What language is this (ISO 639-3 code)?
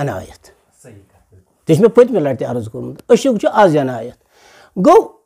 kas